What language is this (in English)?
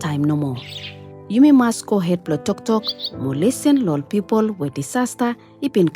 Bislama